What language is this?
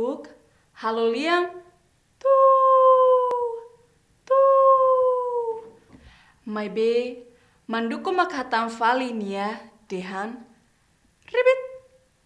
Tetum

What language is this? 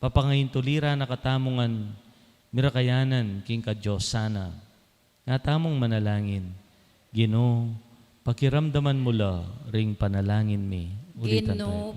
Pampanga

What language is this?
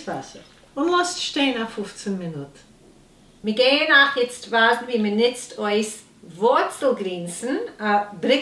Yiddish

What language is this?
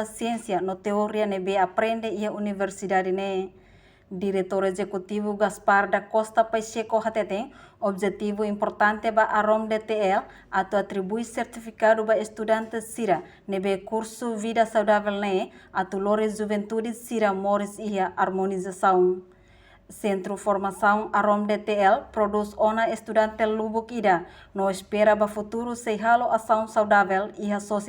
Tetum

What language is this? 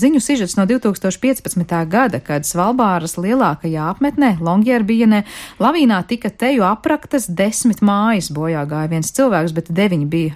Latvian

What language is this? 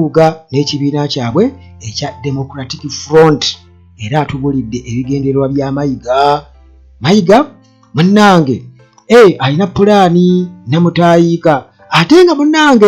Ganda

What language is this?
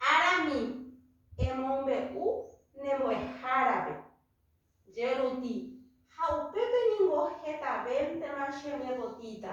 Guarani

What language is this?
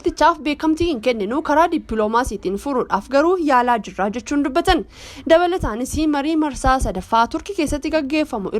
Oromo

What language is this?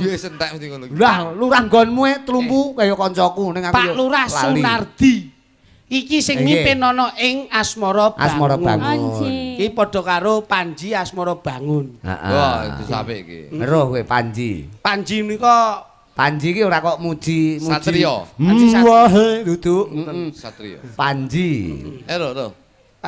Javanese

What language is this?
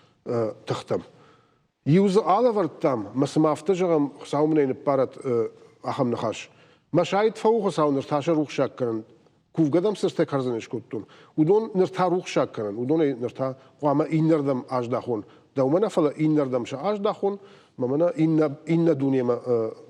Ossetic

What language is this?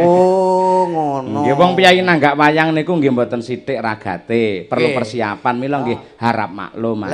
Javanese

